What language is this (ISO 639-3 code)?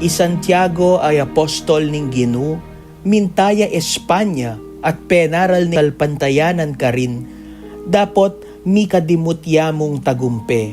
pam